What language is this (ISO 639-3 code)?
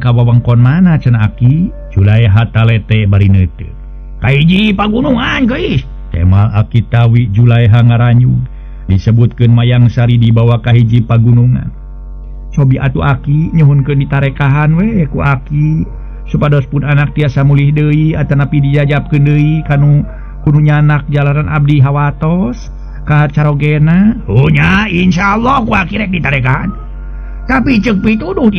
sun